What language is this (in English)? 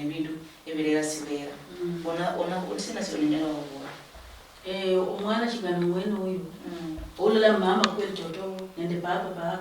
Luyia